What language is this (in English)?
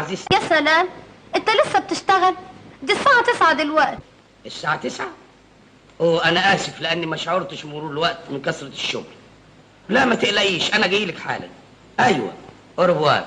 Egyptian Arabic